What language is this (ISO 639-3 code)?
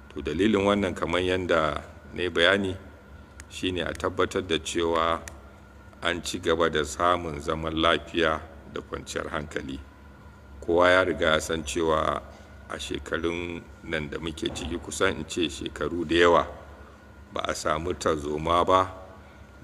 hau